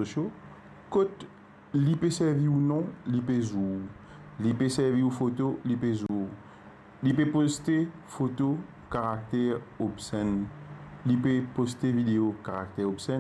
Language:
Morisyen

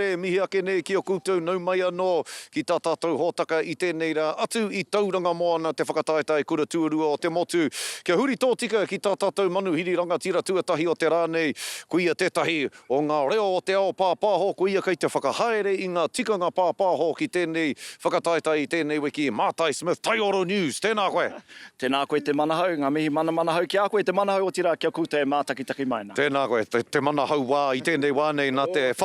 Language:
Māori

